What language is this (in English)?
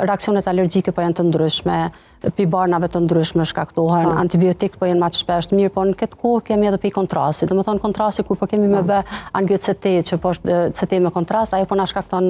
Albanian